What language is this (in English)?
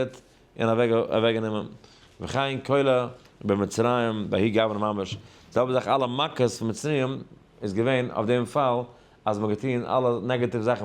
Yiddish